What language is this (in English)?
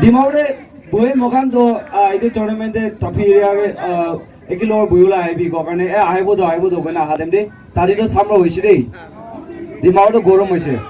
Naga Pidgin